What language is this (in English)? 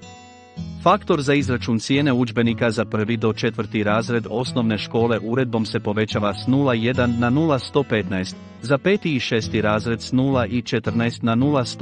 Croatian